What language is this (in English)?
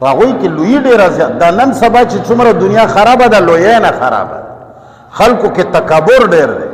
Pashto